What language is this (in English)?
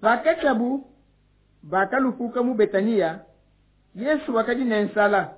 Luba-Lulua